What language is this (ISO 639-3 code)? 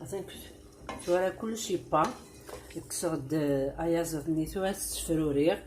kab